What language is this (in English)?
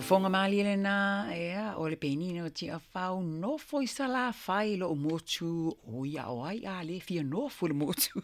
Samoan